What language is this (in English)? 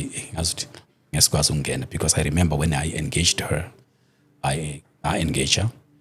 Zulu